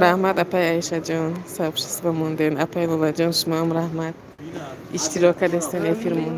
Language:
Tajik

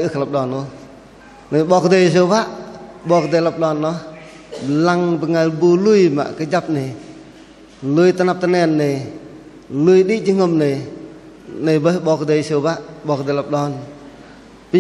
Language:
Bahnar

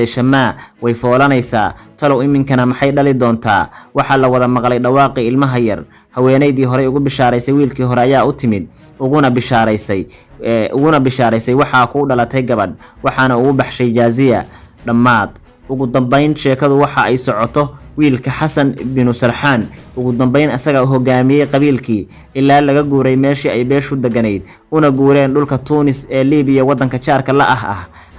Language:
Somali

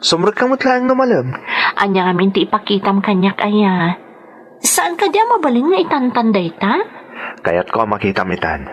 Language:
Iloko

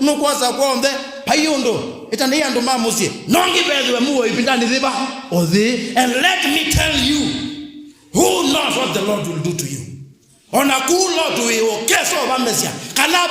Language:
Kamba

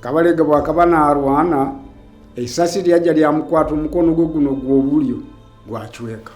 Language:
Nyoro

